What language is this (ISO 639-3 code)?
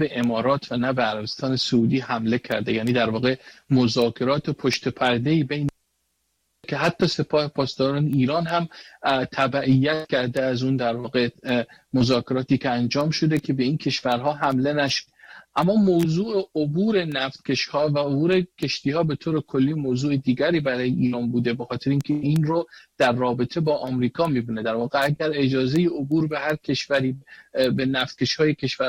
fas